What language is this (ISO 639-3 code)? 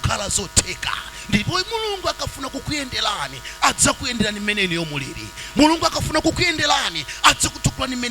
nya